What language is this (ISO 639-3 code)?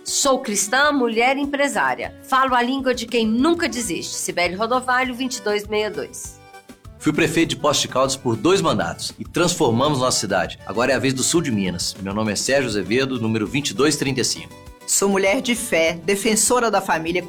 por